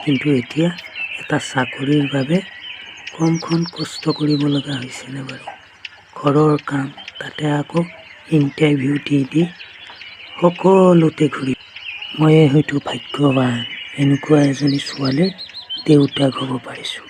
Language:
Assamese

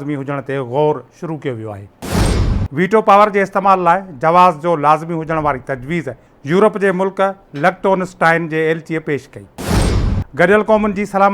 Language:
Sindhi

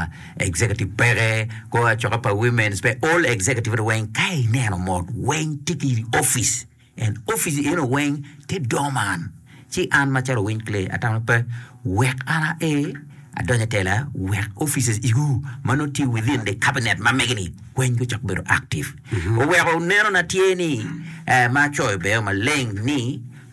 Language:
Acoli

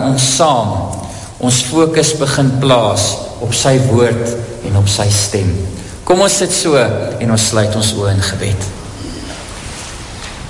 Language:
Afrikaans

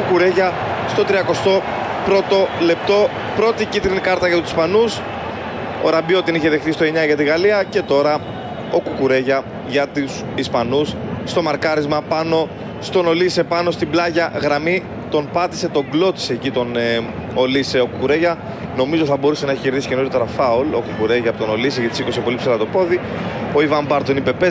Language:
Greek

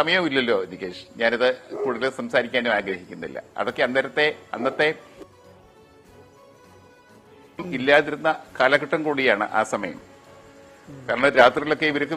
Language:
Malayalam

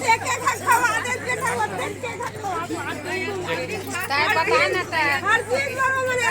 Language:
Chhattisgarhi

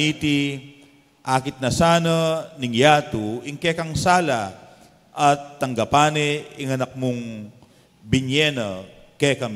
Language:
Pampanga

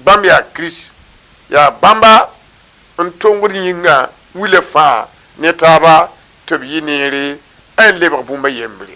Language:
Mossi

